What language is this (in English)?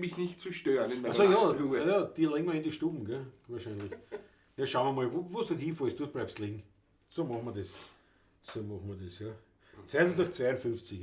Bavarian